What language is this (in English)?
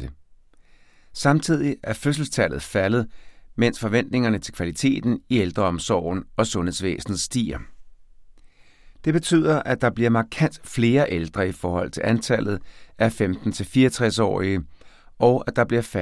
Danish